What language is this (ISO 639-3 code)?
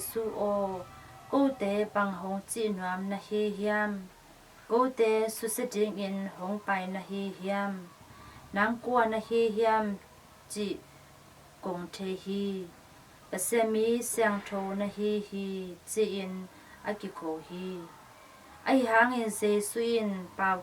ctd